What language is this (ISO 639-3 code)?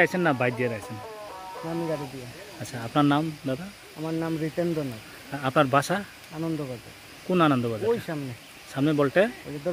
ria